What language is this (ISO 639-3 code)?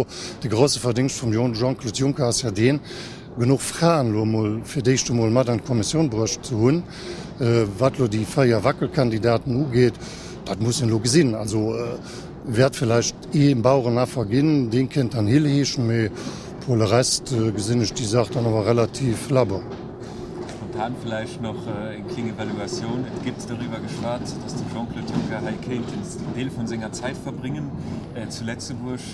ltz